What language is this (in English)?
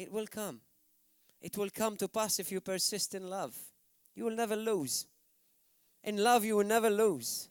English